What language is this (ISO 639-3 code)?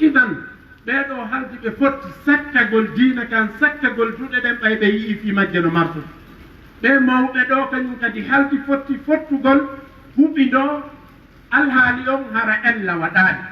ful